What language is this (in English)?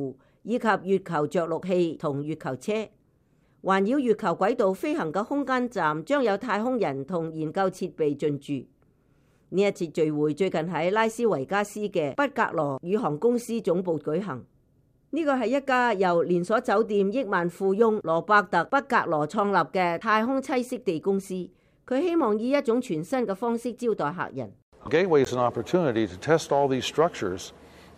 Cantonese